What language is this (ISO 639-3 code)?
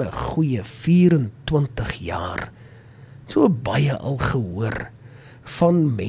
afr